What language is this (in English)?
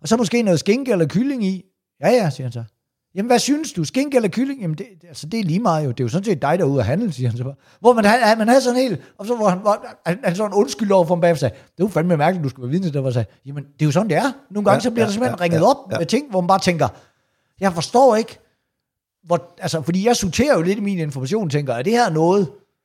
Danish